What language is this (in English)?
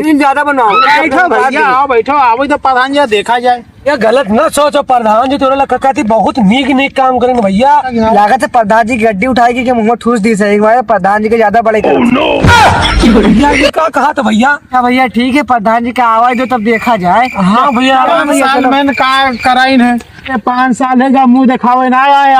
Awadhi